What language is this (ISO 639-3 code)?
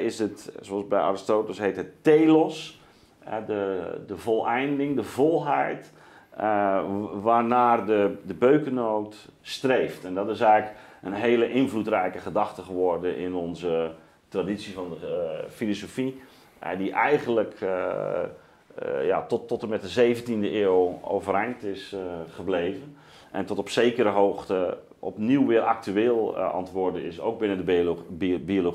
nld